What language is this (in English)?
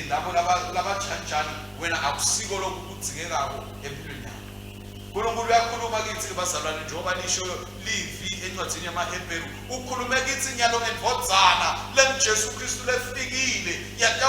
Swati